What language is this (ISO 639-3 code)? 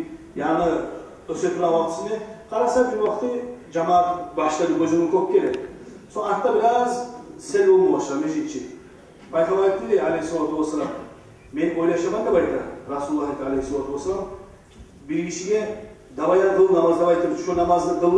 kum